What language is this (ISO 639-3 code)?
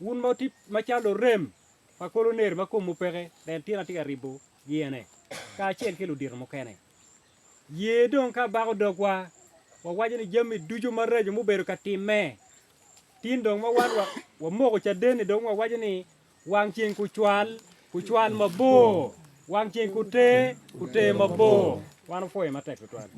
ach